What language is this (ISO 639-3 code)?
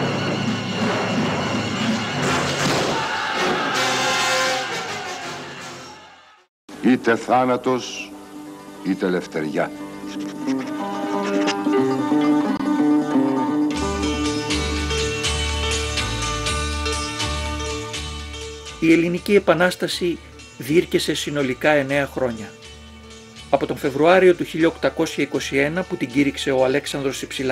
ell